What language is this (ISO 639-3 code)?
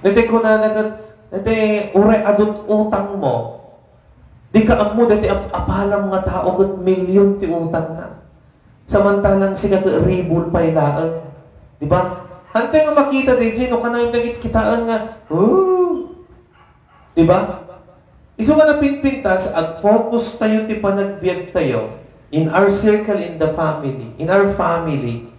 ilo